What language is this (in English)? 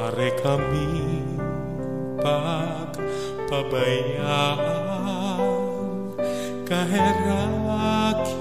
Bikol